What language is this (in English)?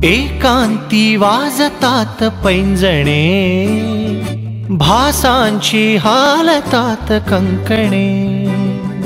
Marathi